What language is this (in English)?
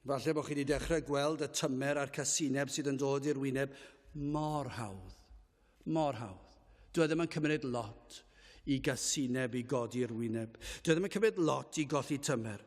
Welsh